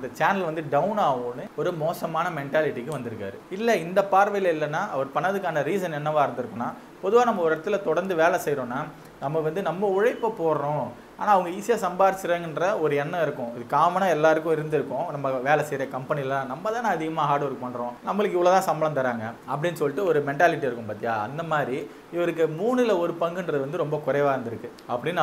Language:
Tamil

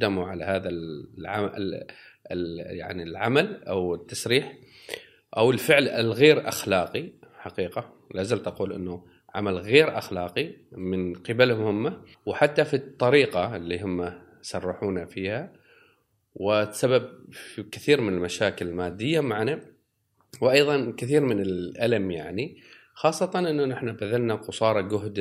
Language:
Gulf Arabic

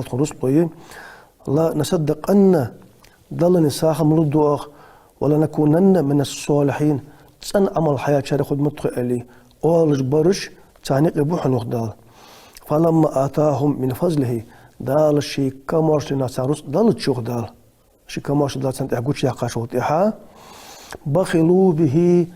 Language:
Ingush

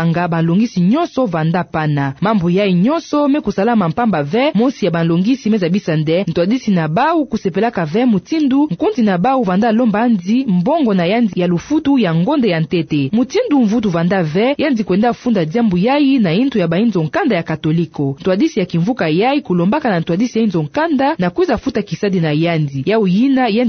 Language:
Kituba (Democratic Republic of Congo)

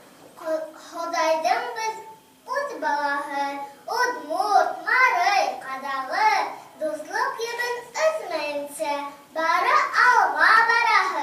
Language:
Bashkir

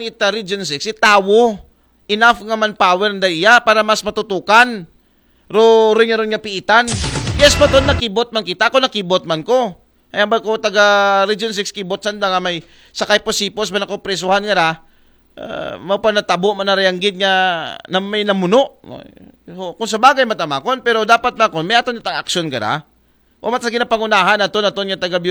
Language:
Aklanon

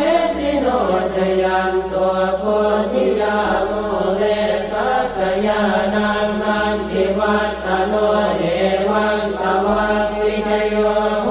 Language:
Pali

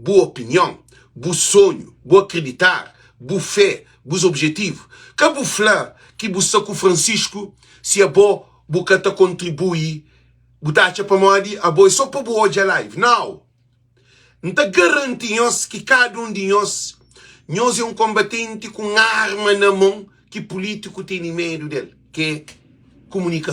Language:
Kabuverdianu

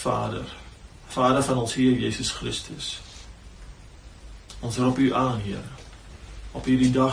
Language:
Afrikaans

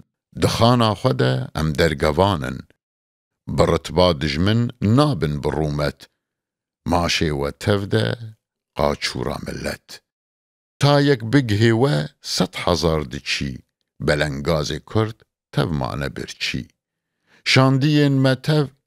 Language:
Kurdish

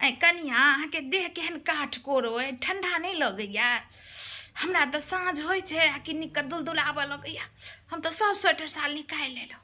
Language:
Maithili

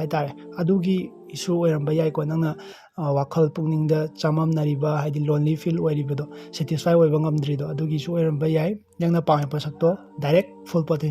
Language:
Manipuri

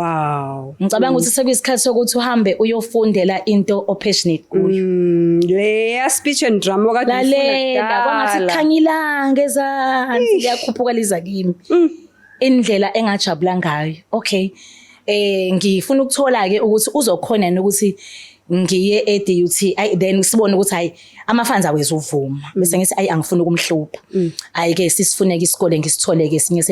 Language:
Zulu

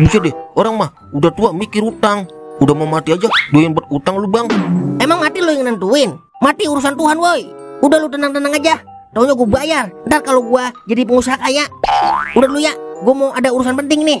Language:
Betawi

